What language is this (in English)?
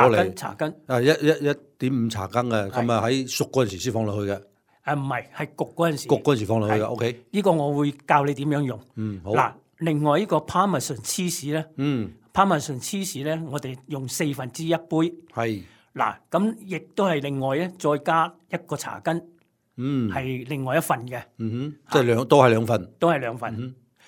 Cantonese